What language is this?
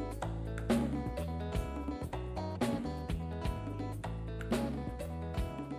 Kinyarwanda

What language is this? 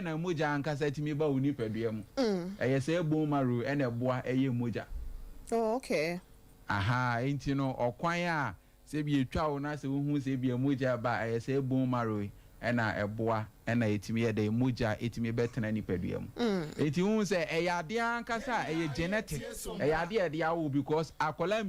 Akan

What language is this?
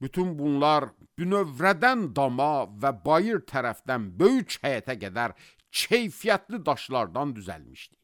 Azerbaijani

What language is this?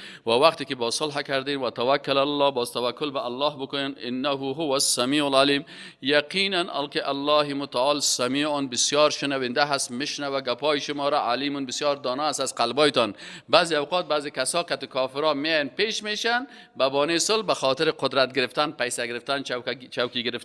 Persian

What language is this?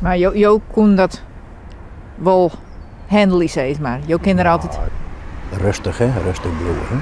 Western Frisian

